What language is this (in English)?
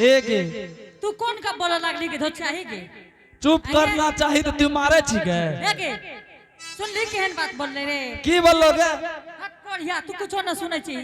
Angika